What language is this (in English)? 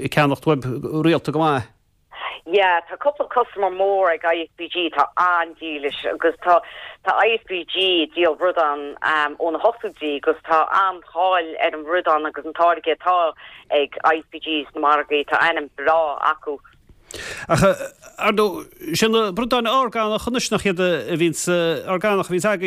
Irish